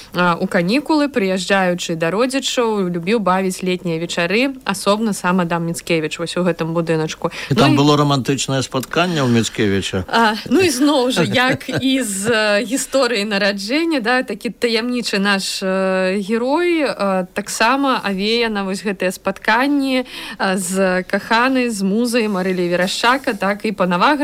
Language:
Belarusian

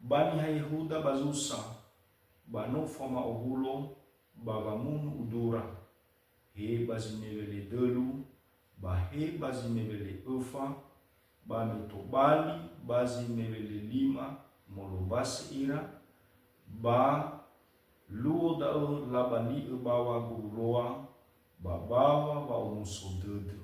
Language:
Nias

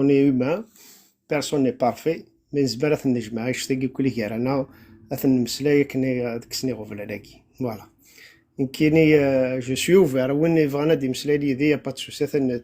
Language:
Kabyle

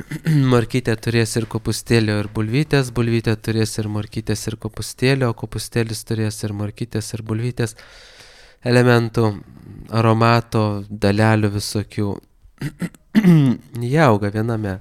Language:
Lithuanian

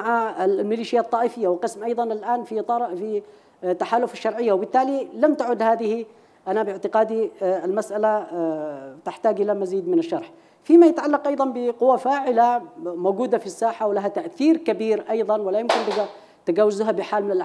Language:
Arabic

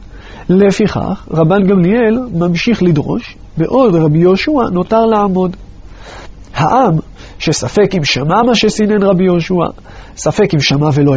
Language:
Hebrew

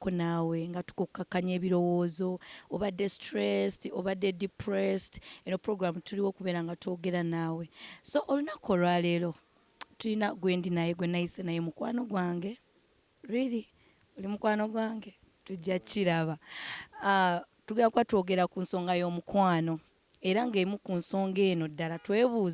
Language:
Ganda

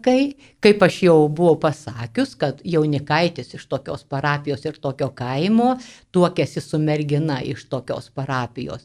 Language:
Lithuanian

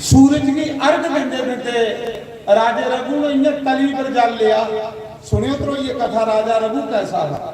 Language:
Dogri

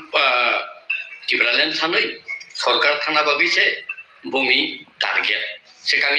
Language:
Kok Borok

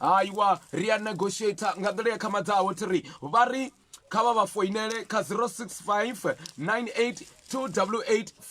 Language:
Venda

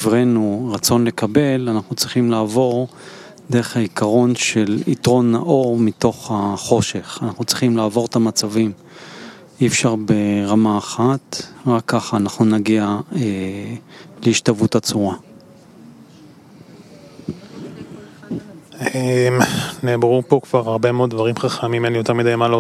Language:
Hebrew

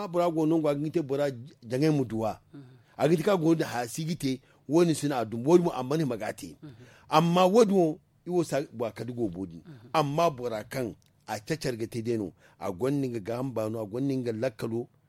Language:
Zarma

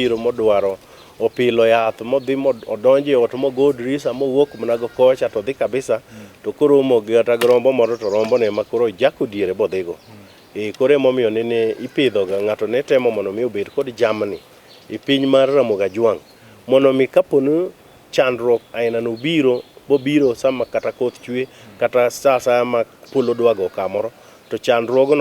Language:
Luo (Kenya and Tanzania)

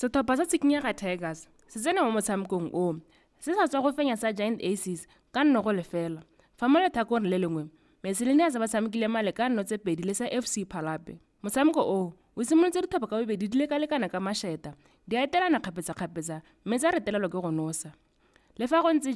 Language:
Tswana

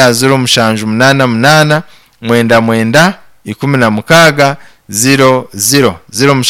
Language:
Nyankole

